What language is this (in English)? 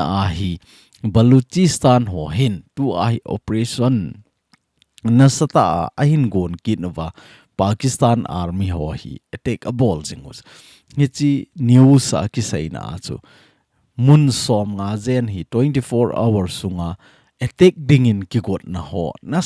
Thado Chin